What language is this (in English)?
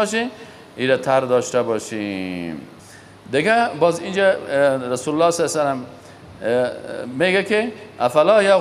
Persian